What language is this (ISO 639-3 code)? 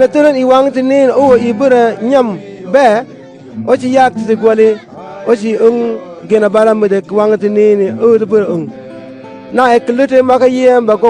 mfz